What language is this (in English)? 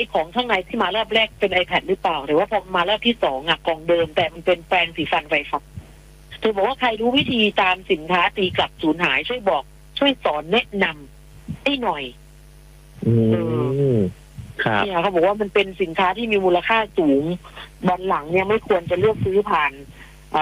Thai